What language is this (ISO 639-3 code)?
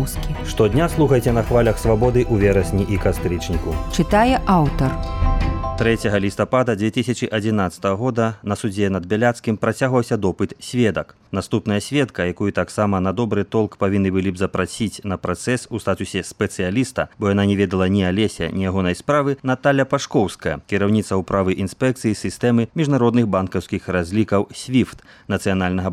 bel